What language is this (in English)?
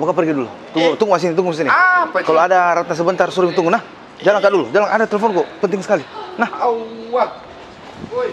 Makassar Malay